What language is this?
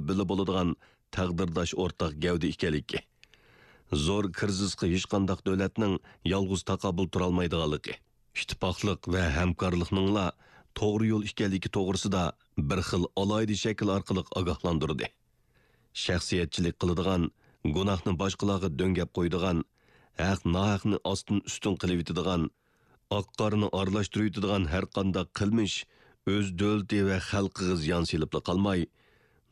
Uyghur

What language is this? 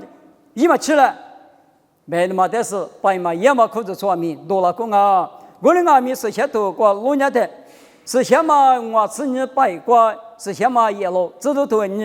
Lisu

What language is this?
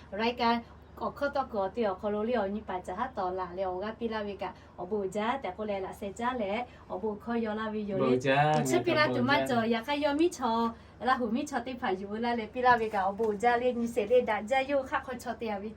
Lahu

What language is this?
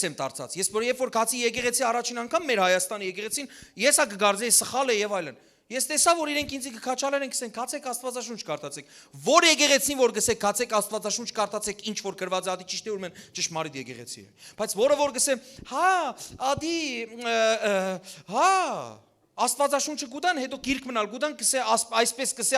Western Armenian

